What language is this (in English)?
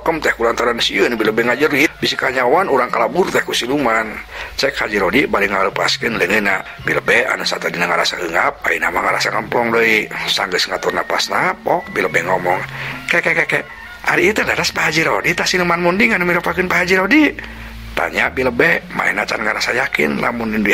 Sundanese